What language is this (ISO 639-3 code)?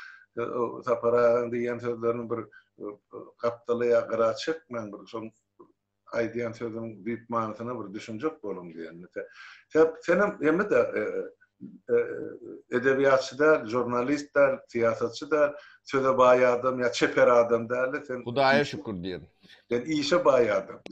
tuk